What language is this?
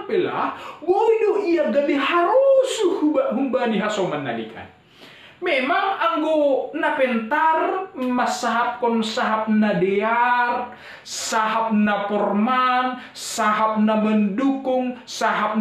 Batak Simalungun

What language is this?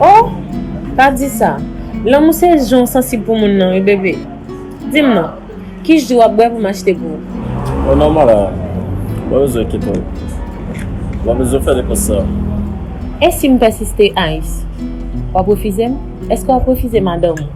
Haitian Creole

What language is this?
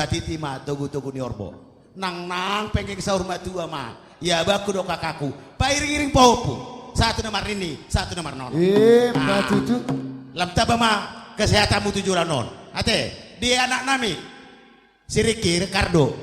Batak Toba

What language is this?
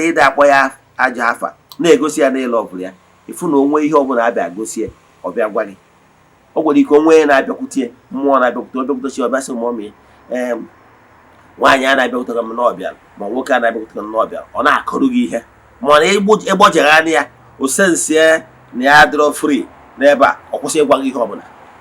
Igbo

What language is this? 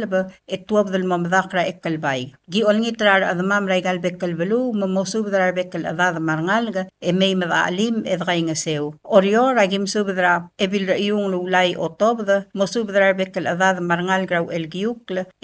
Palauan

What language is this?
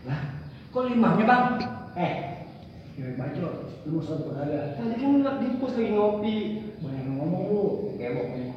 Betawi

